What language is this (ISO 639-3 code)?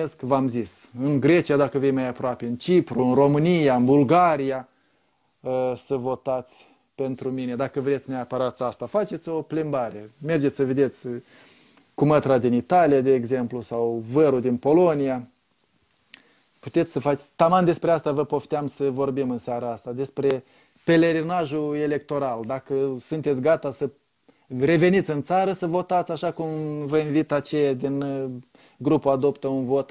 ron